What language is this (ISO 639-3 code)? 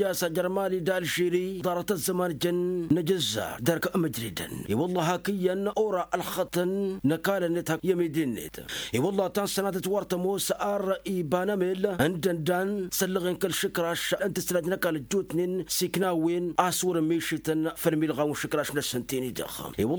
taq